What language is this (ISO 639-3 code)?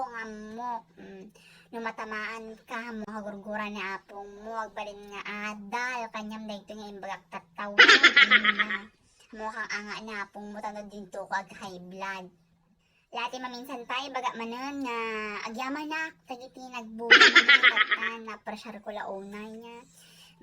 ilo